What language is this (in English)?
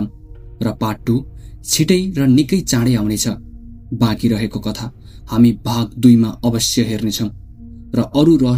Nepali